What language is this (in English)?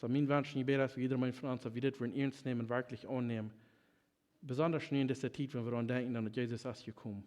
Plautdietsch